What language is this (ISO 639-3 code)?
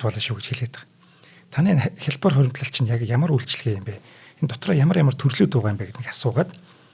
mon